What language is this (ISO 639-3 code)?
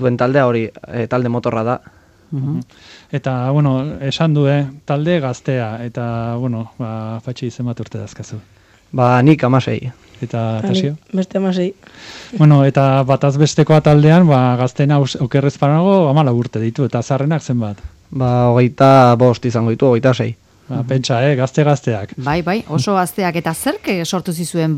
eus